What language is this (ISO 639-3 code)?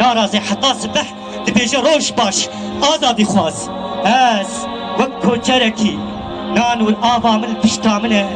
kur